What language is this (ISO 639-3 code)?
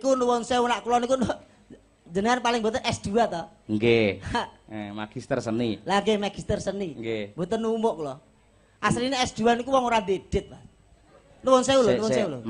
jav